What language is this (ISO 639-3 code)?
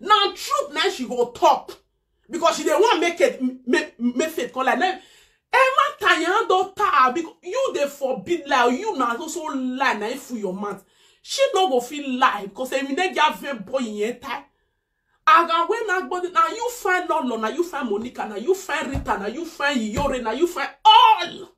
pcm